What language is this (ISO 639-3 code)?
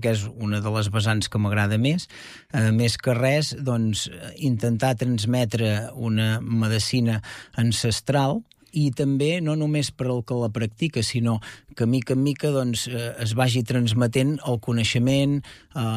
cat